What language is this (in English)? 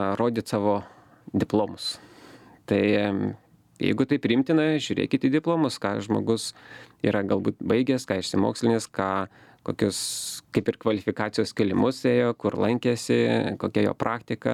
Lithuanian